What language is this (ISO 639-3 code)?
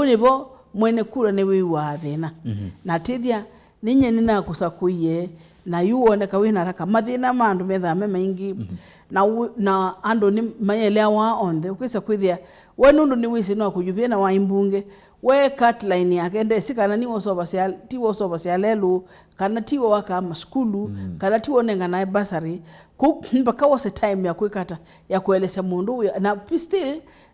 kam